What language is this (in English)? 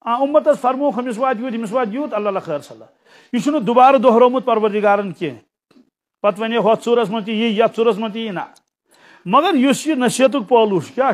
Kashmiri